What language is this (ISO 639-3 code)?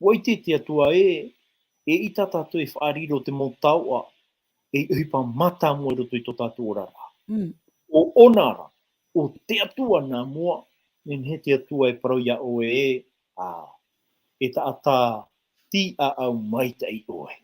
tah